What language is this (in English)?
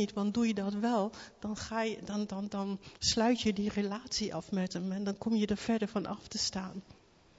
Dutch